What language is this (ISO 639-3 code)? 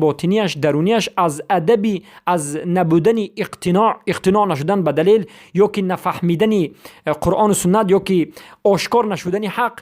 fas